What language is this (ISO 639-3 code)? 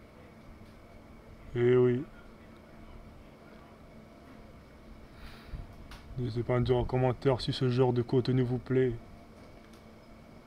fra